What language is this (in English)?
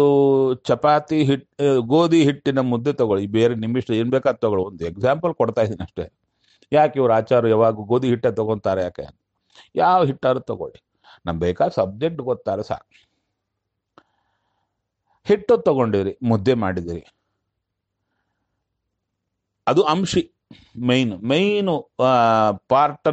Kannada